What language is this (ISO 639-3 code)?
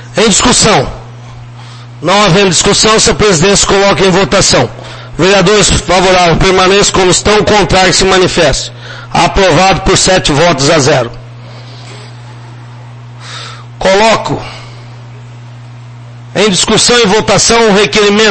por